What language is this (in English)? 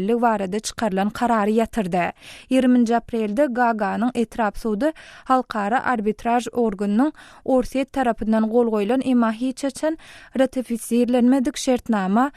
Turkmen